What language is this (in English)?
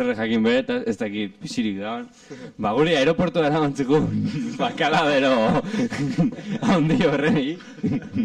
Basque